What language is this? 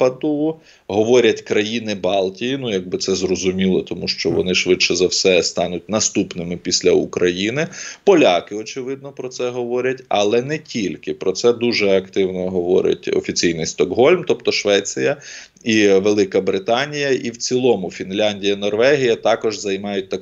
Ukrainian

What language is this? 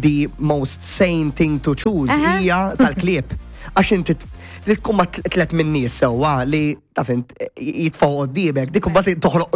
Maltese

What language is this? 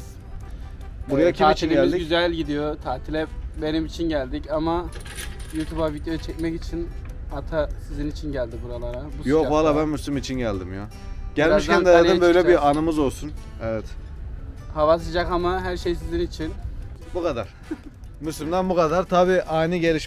Turkish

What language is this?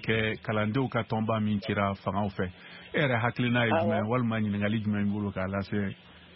Bambara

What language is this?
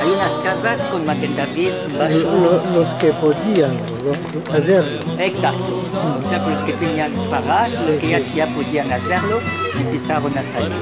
Ladino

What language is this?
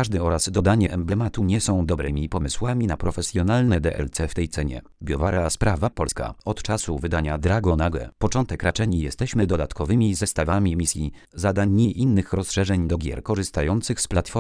Polish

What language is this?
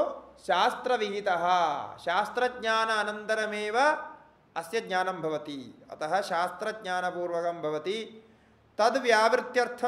Sanskrit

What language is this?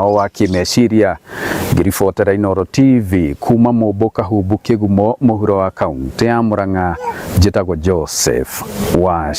Kikuyu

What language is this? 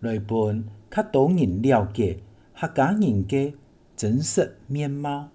Hakka Chinese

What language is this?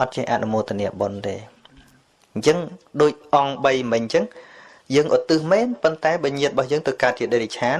Khmer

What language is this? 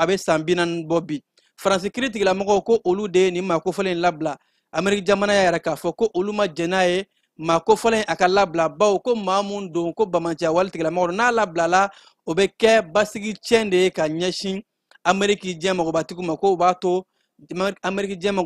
Bambara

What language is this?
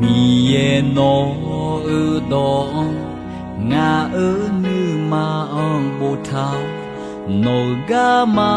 Akha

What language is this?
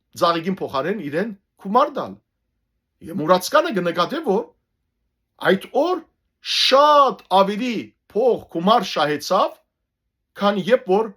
Western Armenian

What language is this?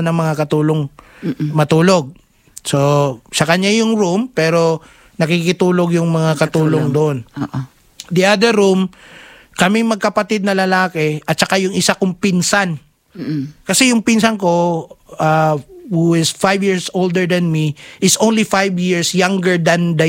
Filipino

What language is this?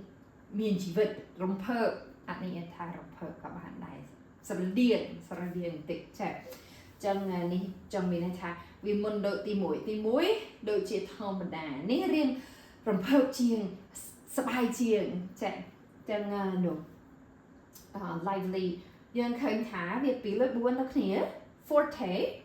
Khmer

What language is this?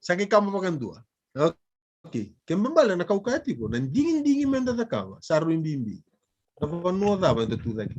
Fijian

